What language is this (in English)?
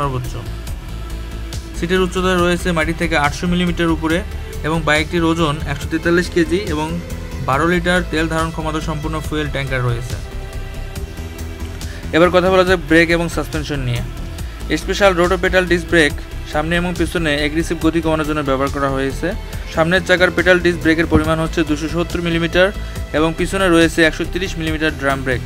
Bangla